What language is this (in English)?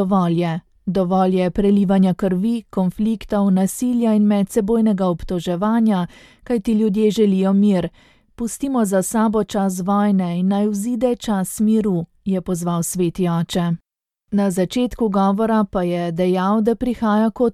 Slovenian